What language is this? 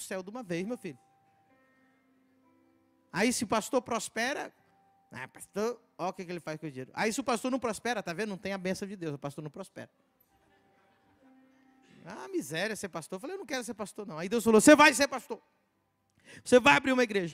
Portuguese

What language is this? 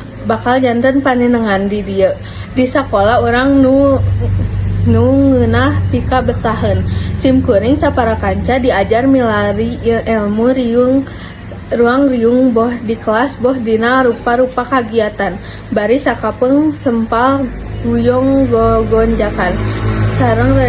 Sundanese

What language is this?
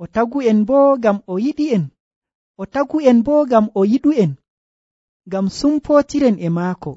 Nigerian Fulfulde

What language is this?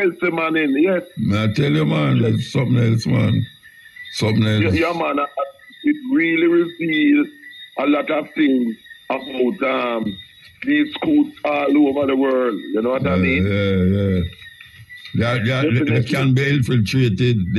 Jamaican Creole English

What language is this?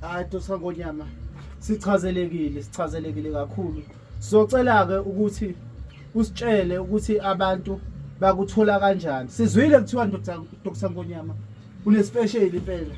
Zulu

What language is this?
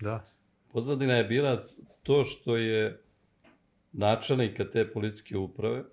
Serbian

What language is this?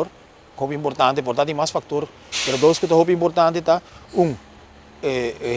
Papiamento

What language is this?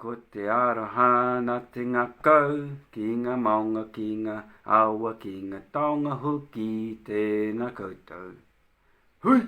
Māori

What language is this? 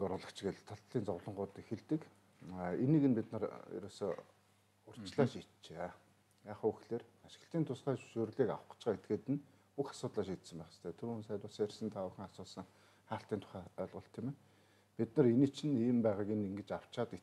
Mongolian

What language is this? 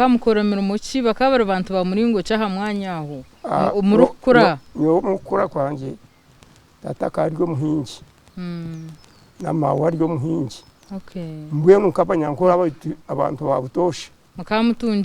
Nyankole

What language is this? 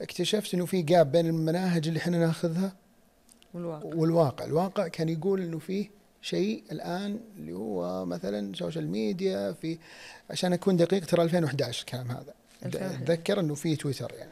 Najdi Arabic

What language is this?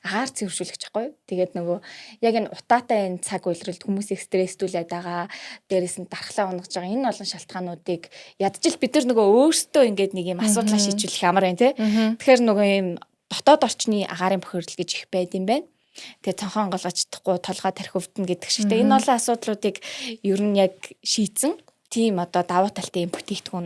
Mongolian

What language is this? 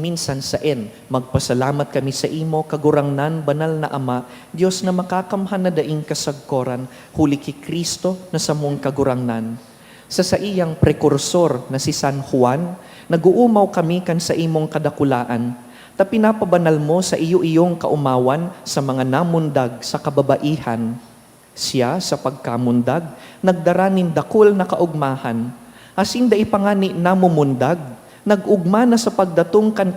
Bikol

